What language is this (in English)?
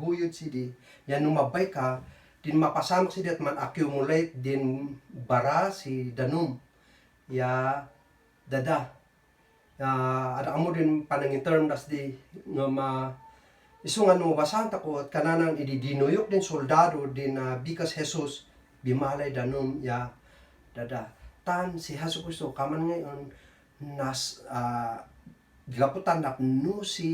Kankanaey